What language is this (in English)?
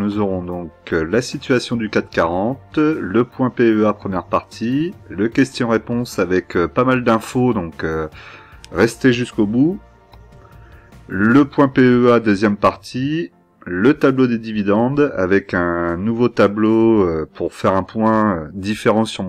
French